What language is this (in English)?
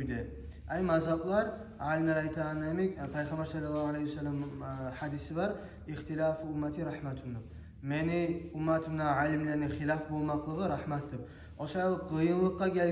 Kumyk